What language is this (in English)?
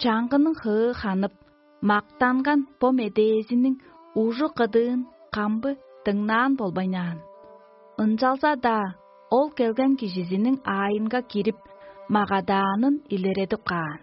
Tuvinian